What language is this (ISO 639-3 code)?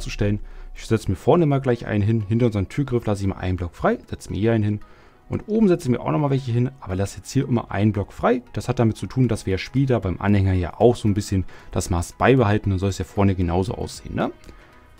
deu